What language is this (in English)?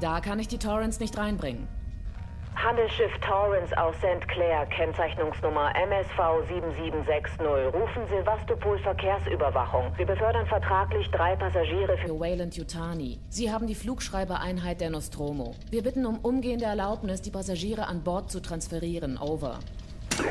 Bavarian